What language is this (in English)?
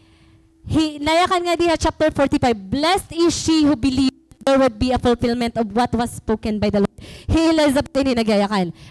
Waray